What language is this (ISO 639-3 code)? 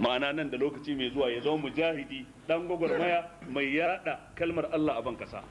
hau